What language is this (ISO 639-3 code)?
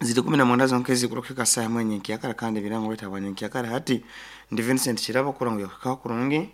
nyo